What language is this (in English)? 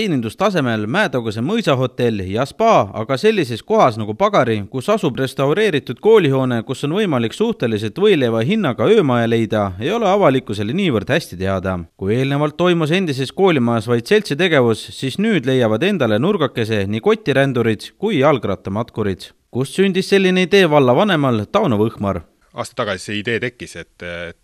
Estonian